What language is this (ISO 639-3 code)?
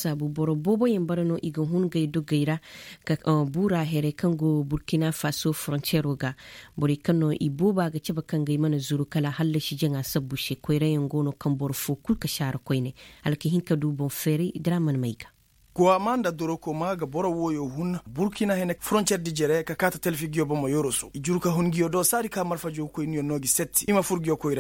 ses